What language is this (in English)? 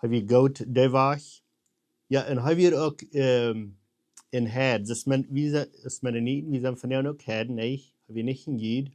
Plautdietsch